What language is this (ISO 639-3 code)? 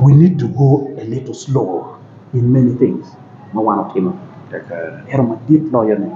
ach